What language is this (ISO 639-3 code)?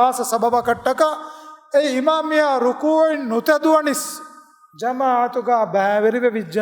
div